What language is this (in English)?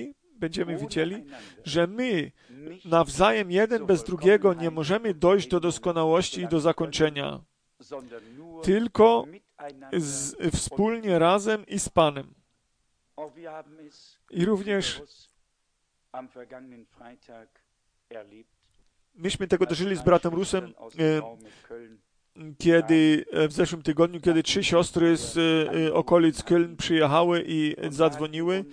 Polish